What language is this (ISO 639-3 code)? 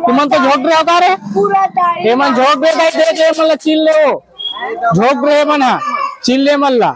hne